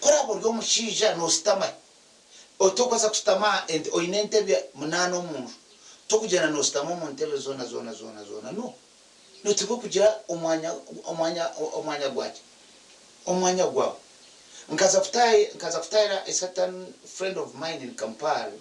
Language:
Nyankole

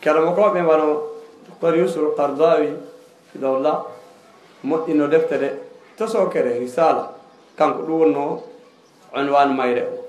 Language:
Fula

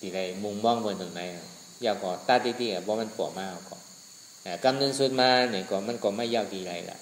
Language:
Shan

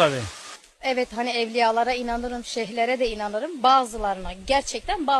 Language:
Turkish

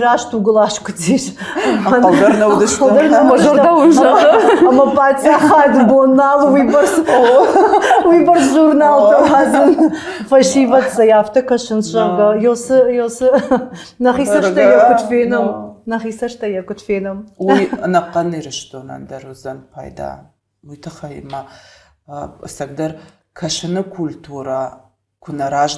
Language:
Ossetic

